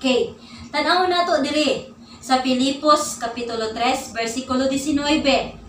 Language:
Cebuano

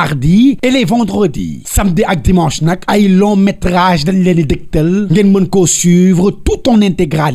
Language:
Wolof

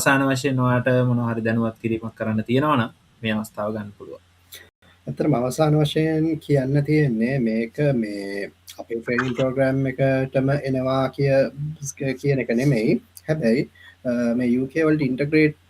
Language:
Sinhala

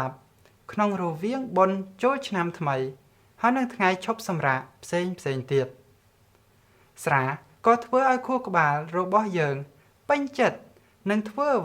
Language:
Khmer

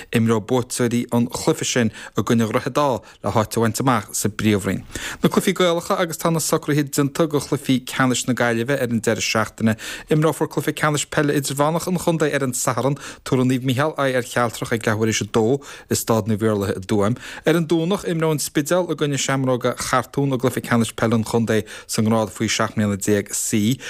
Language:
Irish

